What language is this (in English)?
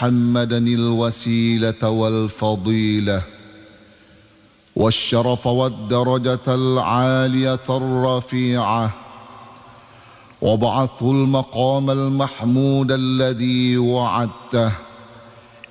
Arabic